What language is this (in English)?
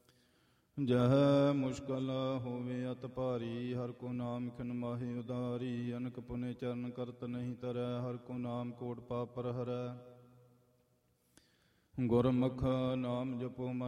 Punjabi